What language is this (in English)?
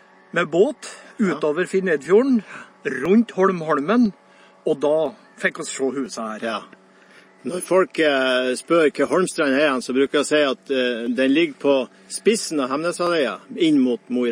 Norwegian